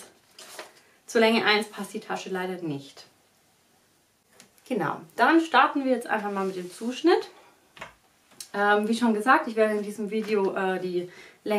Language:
German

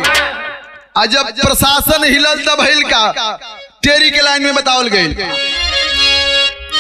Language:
Bhojpuri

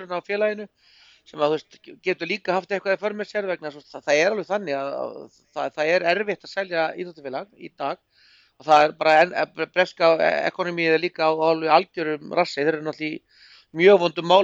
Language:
Icelandic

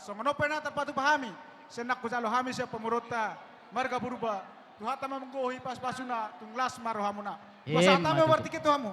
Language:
Batak Toba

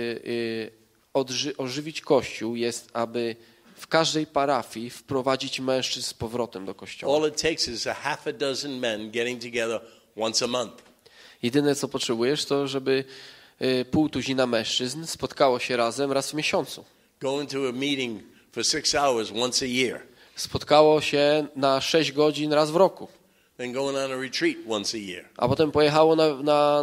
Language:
Polish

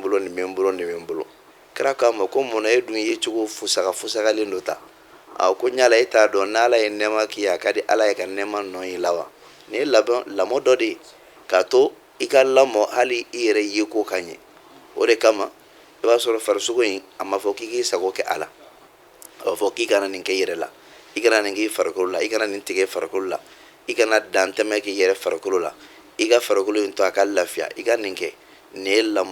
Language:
Bambara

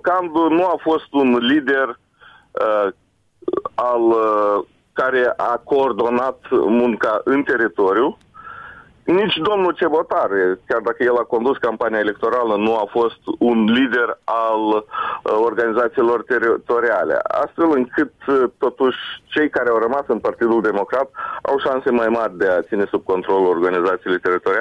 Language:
Romanian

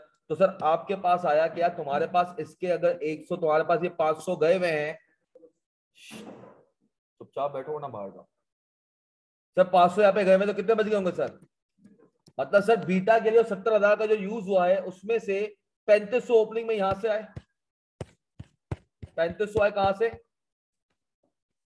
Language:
Hindi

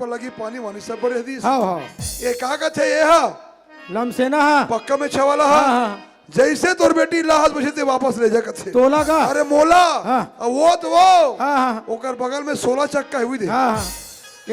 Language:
Chhattisgarhi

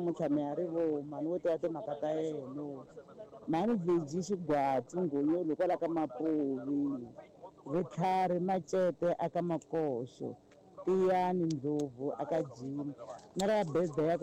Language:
Tsonga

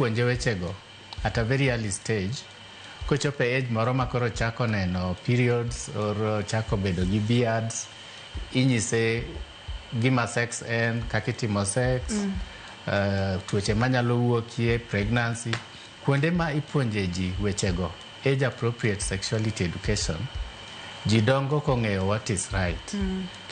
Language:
Luo (Kenya and Tanzania)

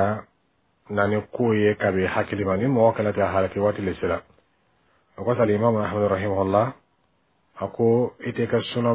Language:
Bambara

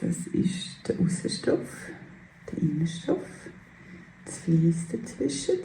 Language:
Swiss German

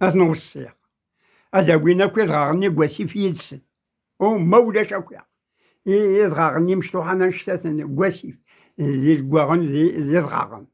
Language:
Kabyle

